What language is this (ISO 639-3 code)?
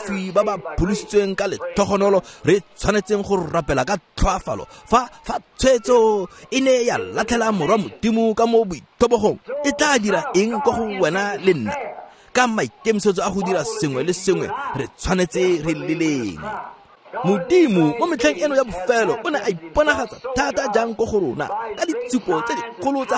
tsn